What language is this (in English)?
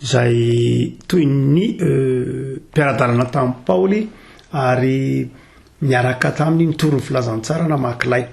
Malagasy